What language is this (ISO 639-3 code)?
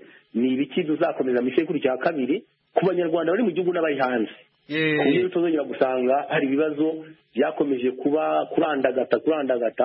kin